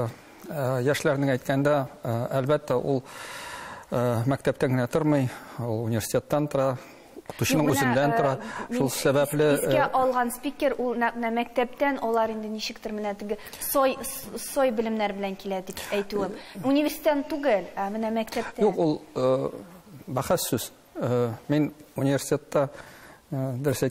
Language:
Tatar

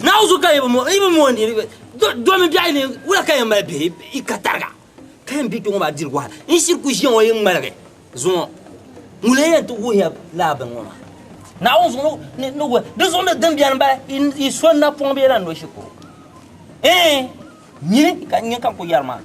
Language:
Dagbani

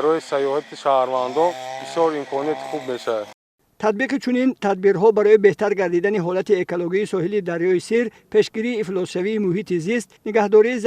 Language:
Tajik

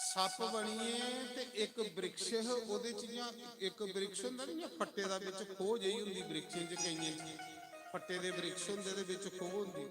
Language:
Dogri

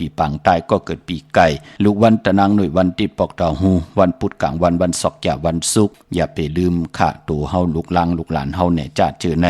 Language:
Shan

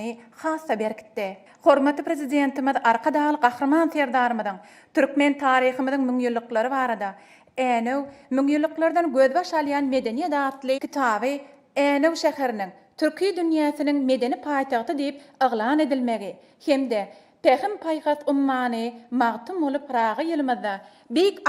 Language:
Turkmen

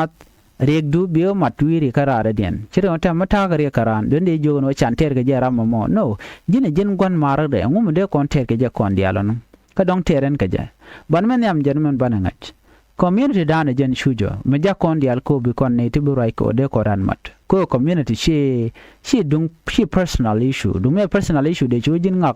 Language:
Nuer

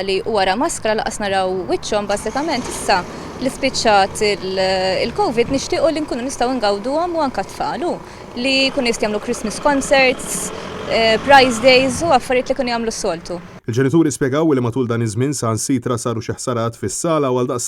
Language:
Maltese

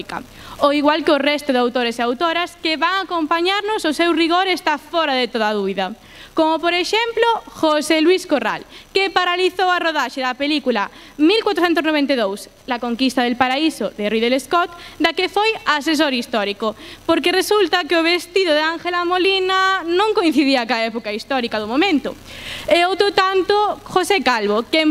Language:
Galician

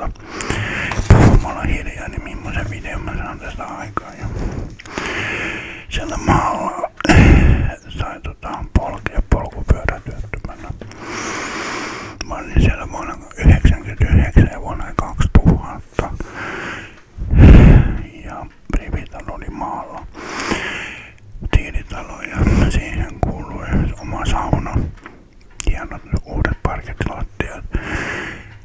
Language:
Finnish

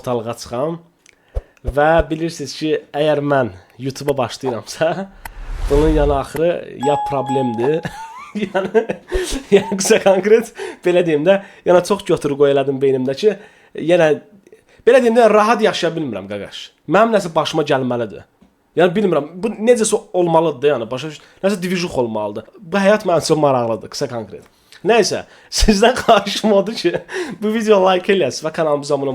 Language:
Azerbaijani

